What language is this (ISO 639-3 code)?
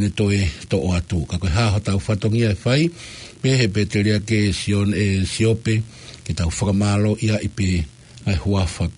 ton